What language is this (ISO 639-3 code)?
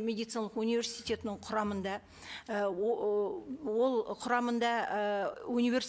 kaz